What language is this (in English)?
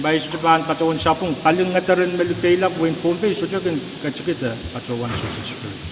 Pohnpeian